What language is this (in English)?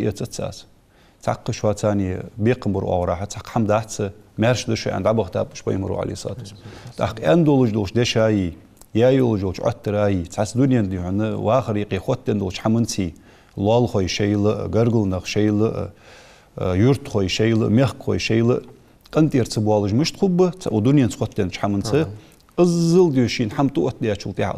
Ingush